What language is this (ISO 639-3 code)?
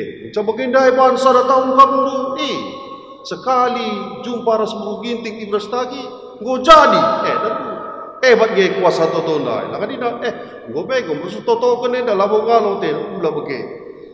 btx